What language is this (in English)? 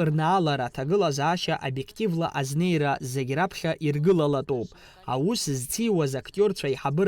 Abkhazian